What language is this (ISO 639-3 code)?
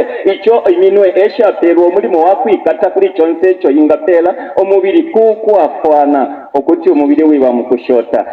bem